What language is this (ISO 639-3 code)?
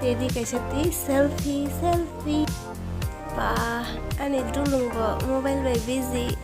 trp